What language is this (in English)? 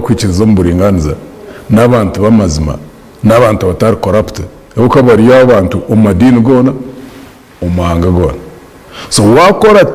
Nyankole